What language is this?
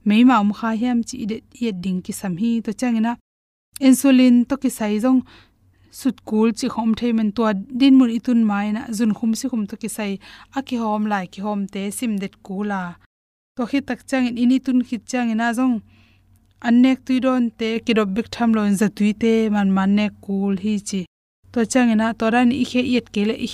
Tedim Chin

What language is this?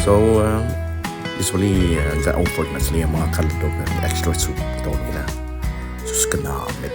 Hiligaynon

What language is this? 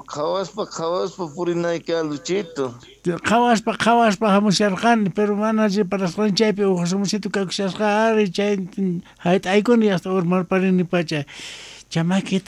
South Bolivian Quechua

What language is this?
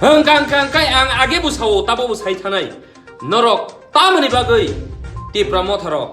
Kok Borok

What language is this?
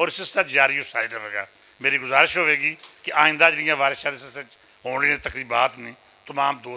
Western Panjabi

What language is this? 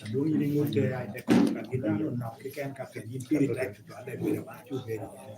Lango (Uganda)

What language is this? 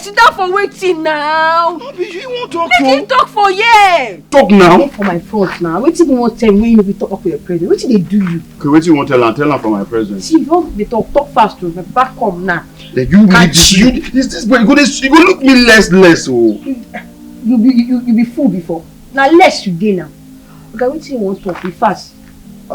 Nigerian Pidgin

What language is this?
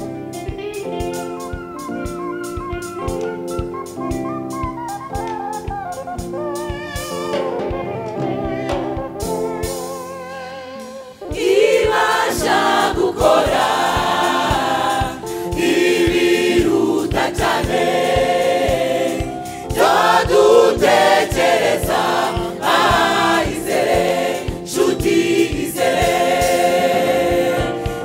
Kinyarwanda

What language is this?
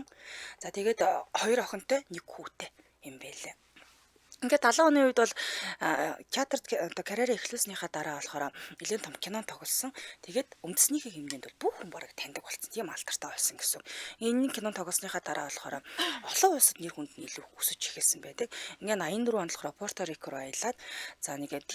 Mongolian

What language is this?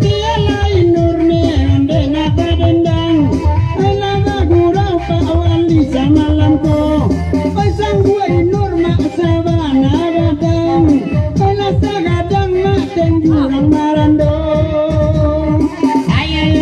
Minangkabau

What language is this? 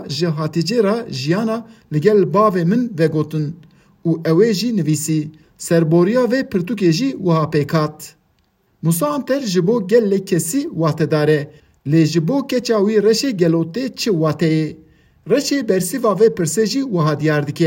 Kurdish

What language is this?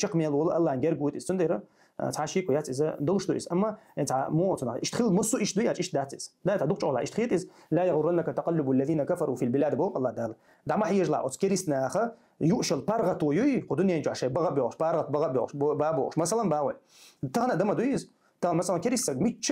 Chechen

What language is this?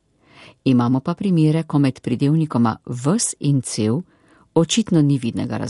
Slovenian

